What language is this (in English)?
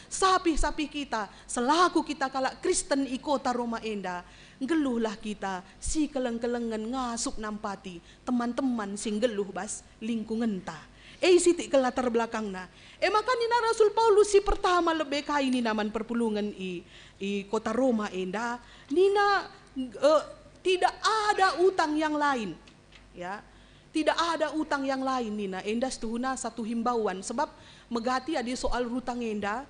Batak Karo